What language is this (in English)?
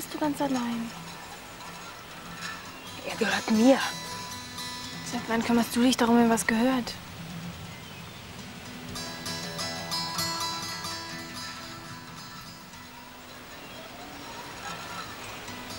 German